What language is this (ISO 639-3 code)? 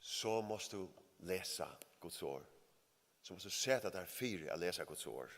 fao